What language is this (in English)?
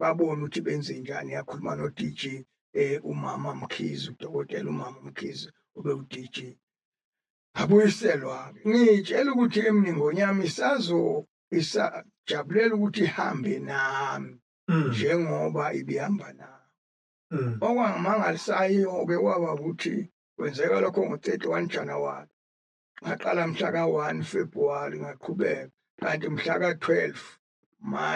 Zulu